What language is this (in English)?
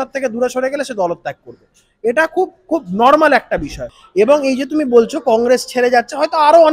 Bangla